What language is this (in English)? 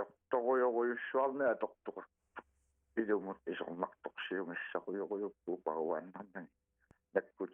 Kalaallisut